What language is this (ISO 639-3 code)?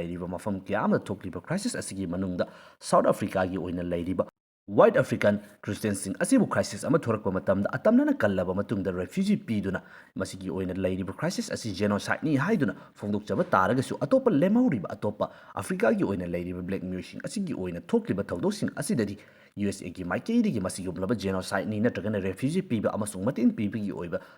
mni